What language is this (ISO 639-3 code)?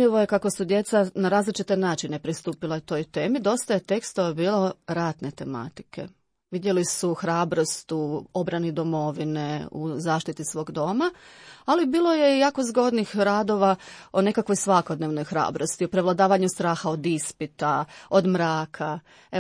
hrv